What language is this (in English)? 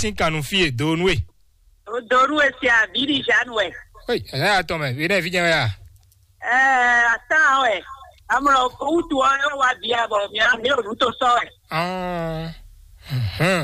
Fon